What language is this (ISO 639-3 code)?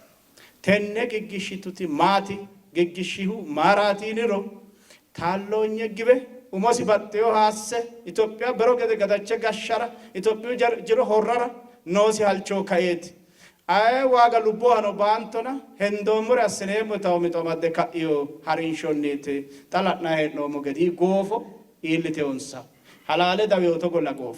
sid